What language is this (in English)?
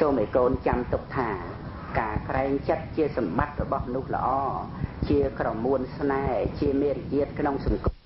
Khmer